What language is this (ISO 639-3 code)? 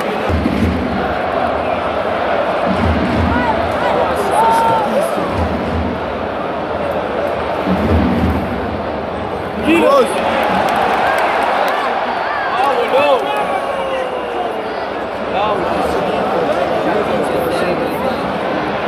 ron